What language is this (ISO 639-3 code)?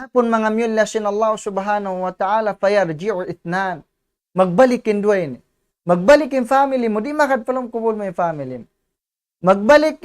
tsg